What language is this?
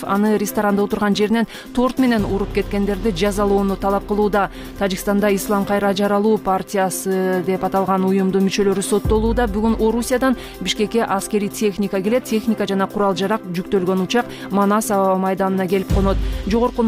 Kyrgyz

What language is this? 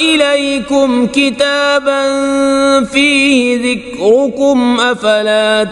Kashmiri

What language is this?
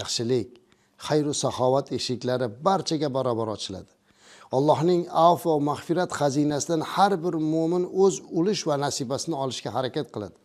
Uzbek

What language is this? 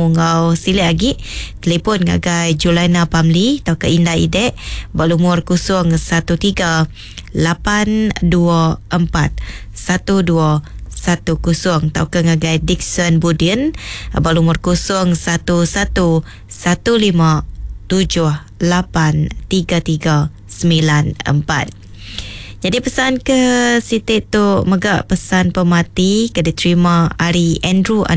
Iban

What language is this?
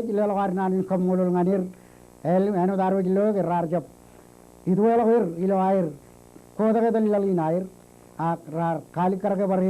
Marshallese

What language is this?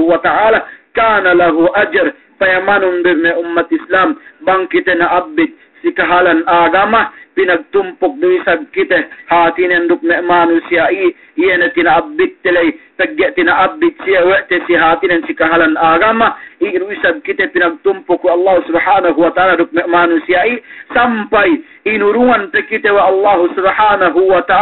Yakan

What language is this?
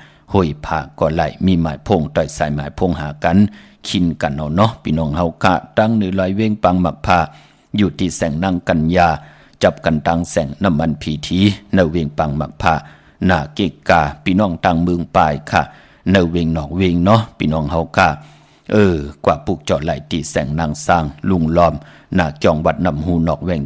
Shan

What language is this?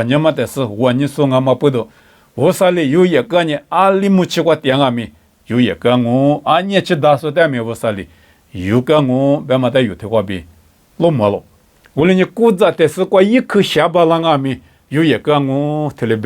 Lisu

